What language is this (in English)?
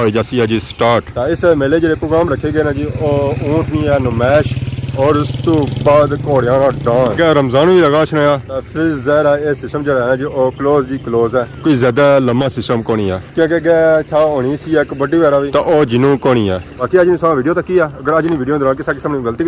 Pahari-Potwari